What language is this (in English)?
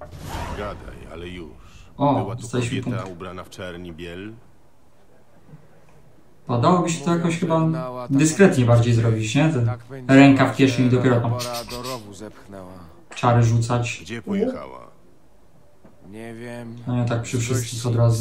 Polish